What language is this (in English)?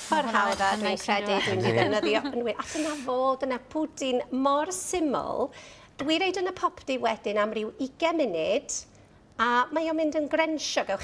Welsh